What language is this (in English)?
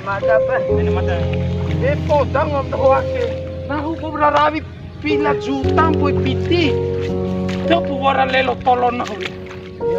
Bima